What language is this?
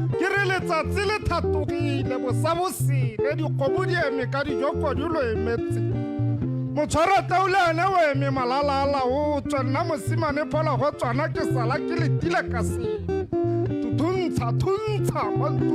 Tswana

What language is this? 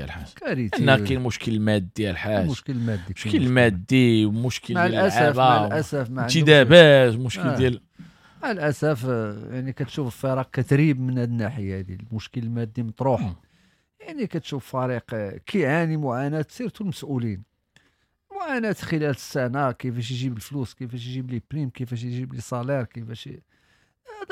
Moroccan Arabic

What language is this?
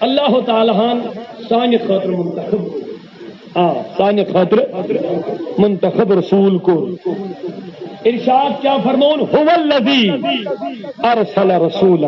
Kashmiri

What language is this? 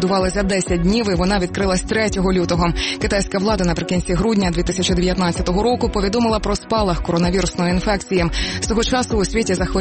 Ukrainian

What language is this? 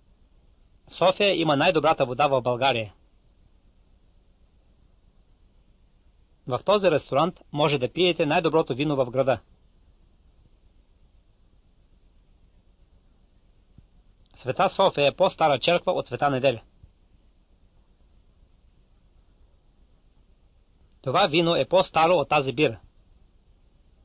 Bulgarian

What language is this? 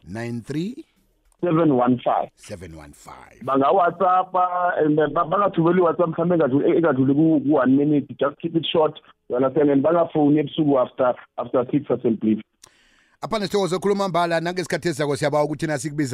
South Ndebele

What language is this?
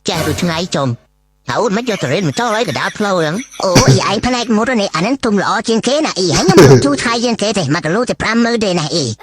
Khmer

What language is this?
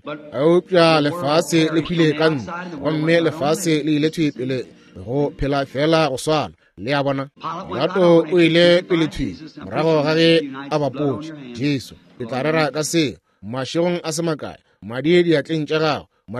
Northern Sotho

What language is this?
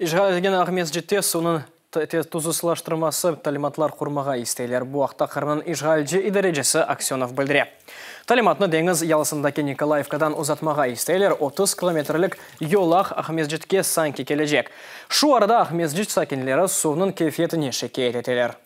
Crimean Tatar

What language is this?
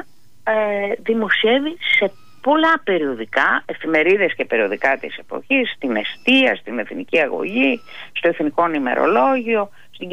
Greek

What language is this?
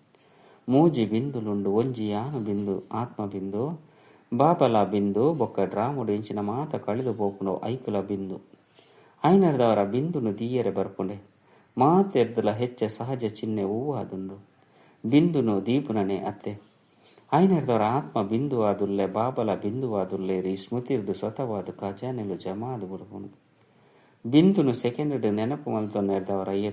Tulu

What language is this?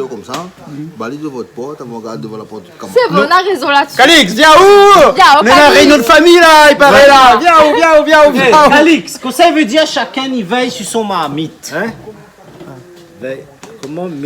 Réunion Creole French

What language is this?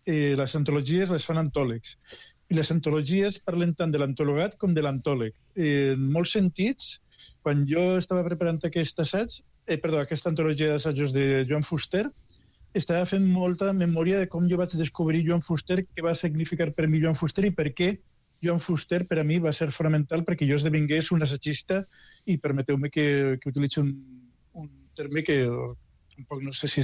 Catalan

